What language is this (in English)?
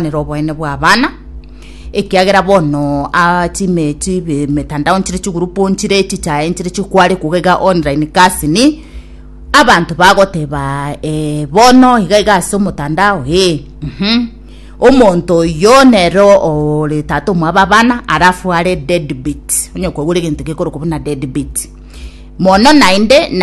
Gusii